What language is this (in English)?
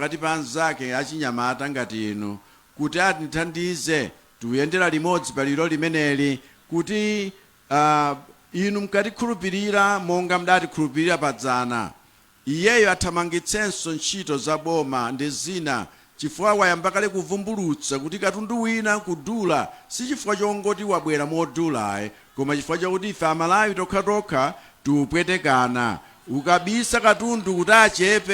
Nyanja